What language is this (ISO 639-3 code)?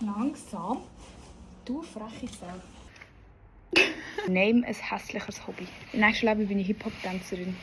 gsw